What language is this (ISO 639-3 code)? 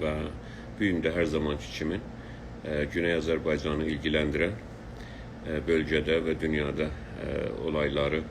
azb